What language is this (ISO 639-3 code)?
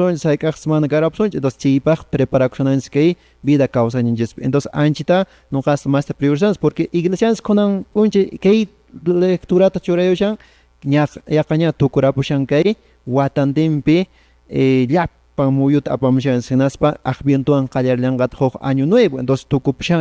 que